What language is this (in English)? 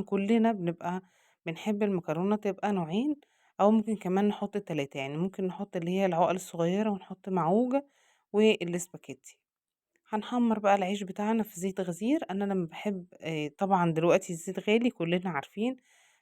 Egyptian Arabic